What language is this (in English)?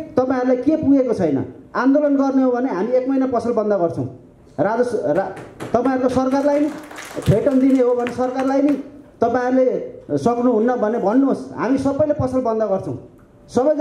Nepali